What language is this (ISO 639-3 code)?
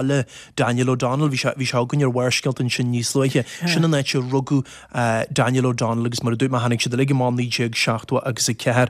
gle